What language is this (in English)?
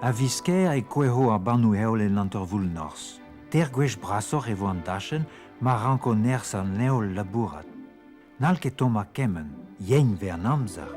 Breton